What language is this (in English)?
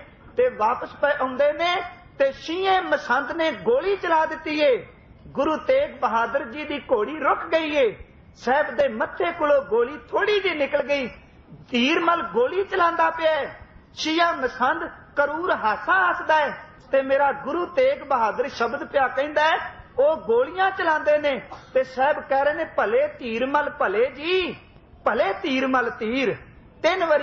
Punjabi